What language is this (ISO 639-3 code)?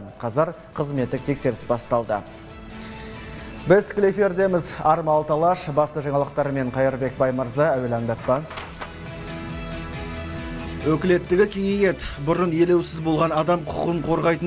kaz